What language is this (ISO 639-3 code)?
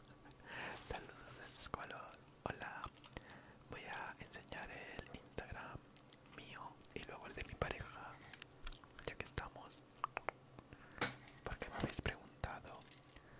spa